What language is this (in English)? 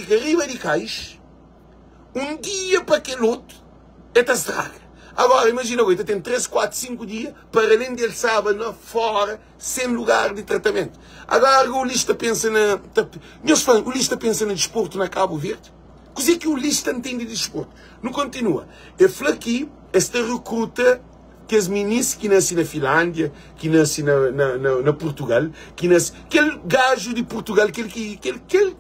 Kabuverdianu